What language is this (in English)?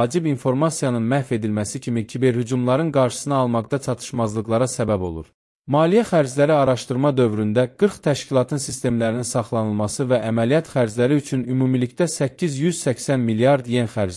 Azerbaijani